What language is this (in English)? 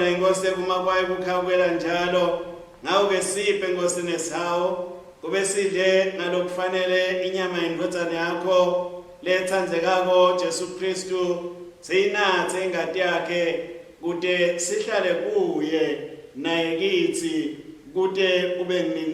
Swati